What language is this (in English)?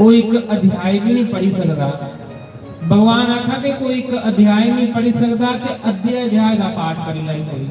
Dogri